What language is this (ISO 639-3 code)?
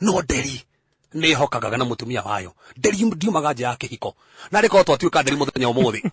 kik